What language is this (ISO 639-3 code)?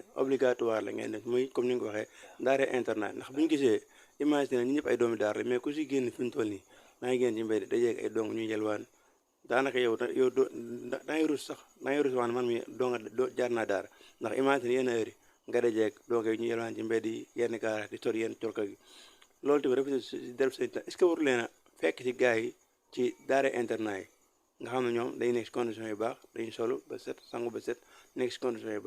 wol